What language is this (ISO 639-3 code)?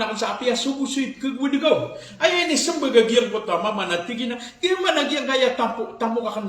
mrw